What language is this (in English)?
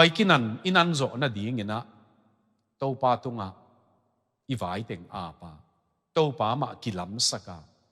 Tedim Chin